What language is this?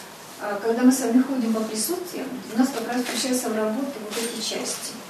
Russian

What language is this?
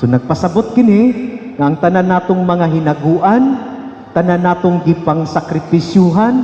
Cebuano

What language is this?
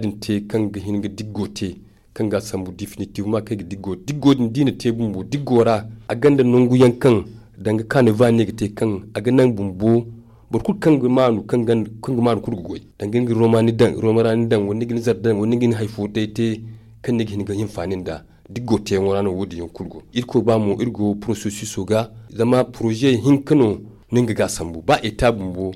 Zarma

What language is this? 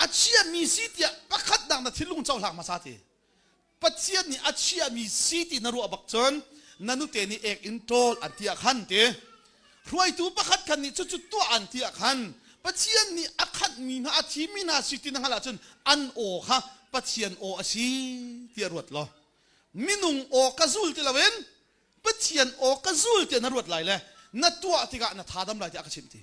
Hakha Chin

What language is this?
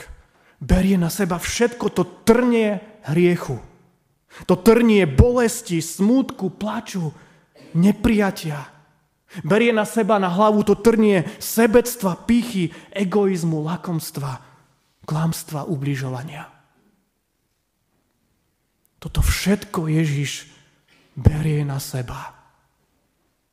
Slovak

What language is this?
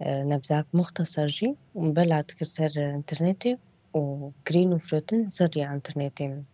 Kurdish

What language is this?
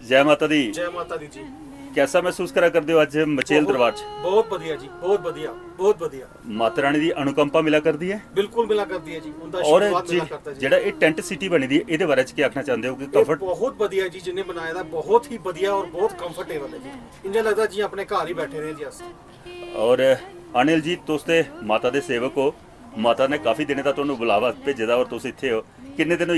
Dogri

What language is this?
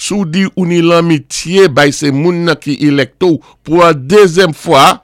Saint Lucian Creole French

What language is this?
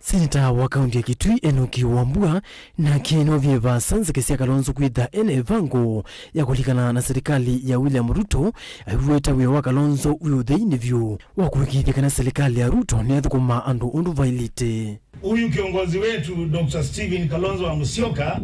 Kamba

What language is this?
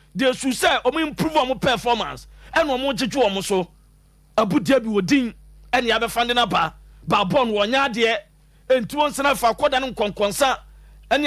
Akan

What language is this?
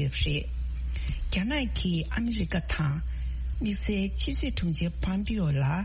Tibetan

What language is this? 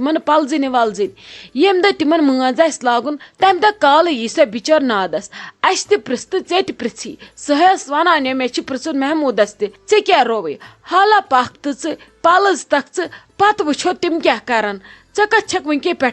Kashmiri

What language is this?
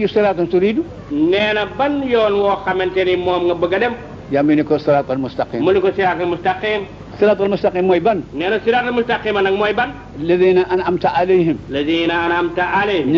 Wolof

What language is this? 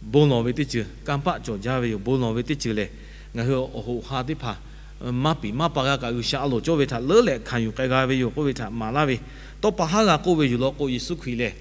Lahu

